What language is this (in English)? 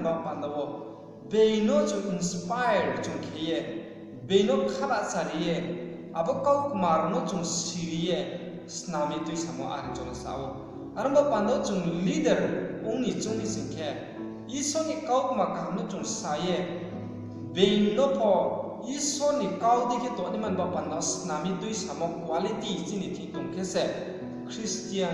Riang (India)